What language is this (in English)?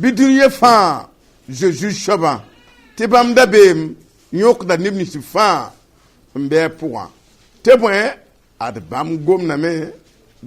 Mossi